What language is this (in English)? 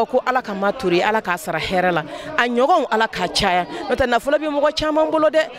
Bambara